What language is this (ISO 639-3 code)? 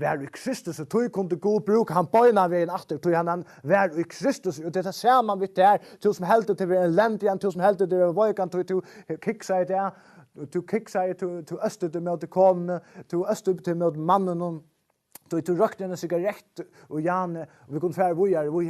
fao